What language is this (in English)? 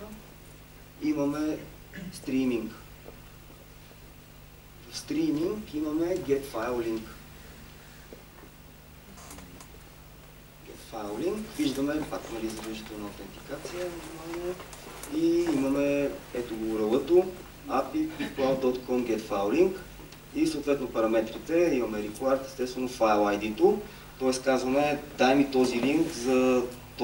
Bulgarian